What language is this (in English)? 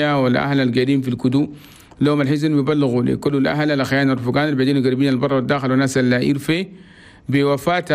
Chadian Arabic